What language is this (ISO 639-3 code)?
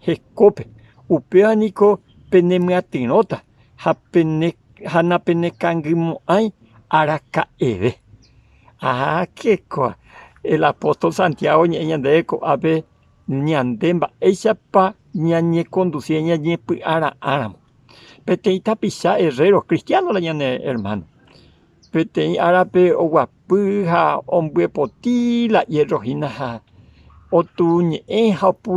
grn